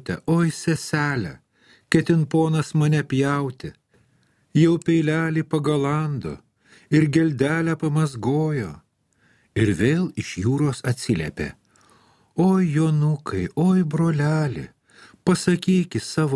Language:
Lithuanian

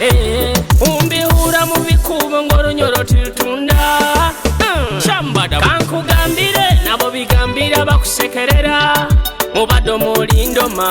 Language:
Nyoro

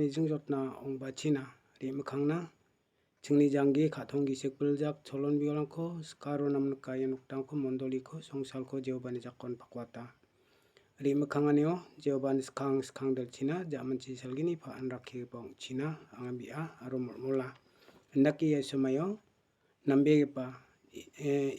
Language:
Garo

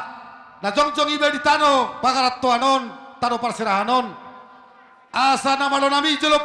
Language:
Batak Toba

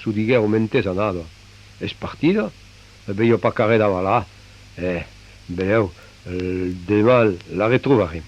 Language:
Occitan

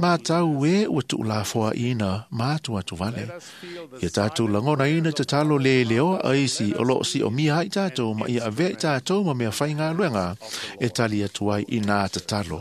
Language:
Samoan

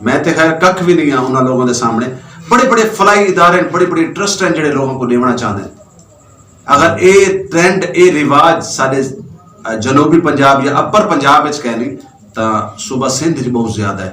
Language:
Saraiki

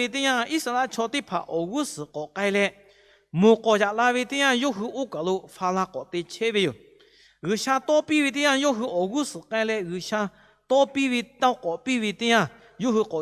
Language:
Lahu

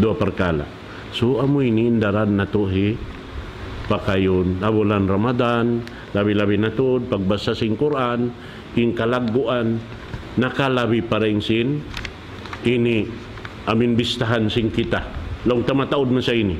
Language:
Tausug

